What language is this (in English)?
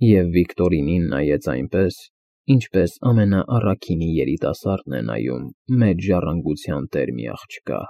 Armenian